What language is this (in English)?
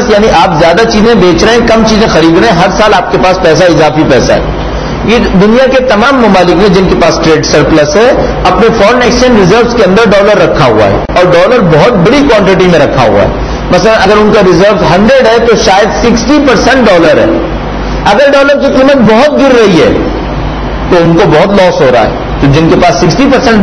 Urdu